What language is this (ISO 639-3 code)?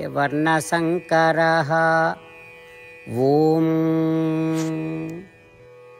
ori